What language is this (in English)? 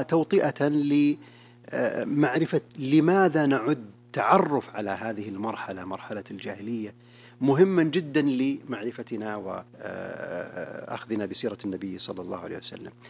Arabic